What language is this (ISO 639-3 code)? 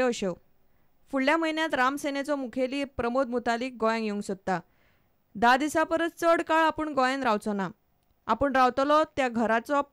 kok